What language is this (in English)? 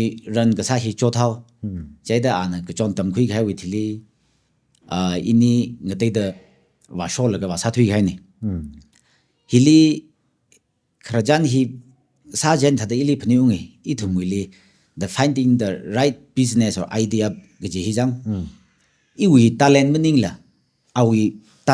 Tangkhul Naga (India)